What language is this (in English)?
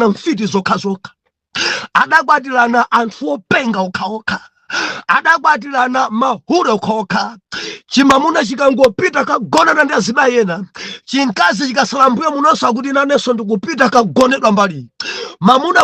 Nyanja